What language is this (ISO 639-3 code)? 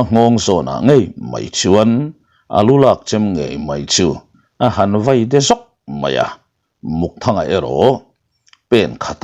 lus